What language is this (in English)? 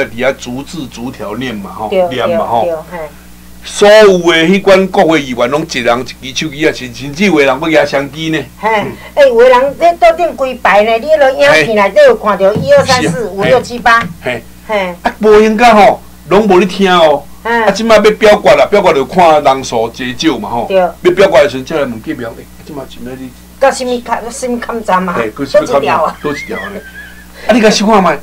Min Nan Chinese